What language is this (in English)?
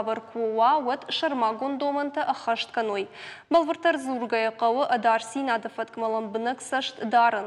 Ossetic